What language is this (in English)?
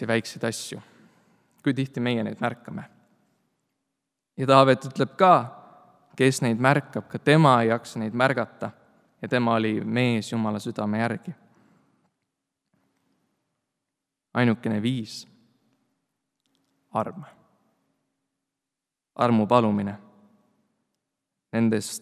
Estonian